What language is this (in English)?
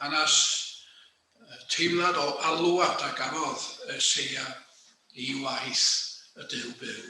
Welsh